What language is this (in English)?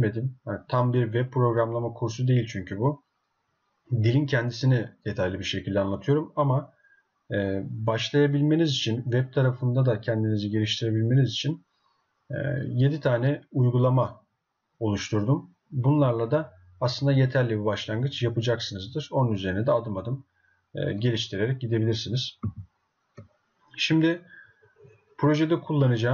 Turkish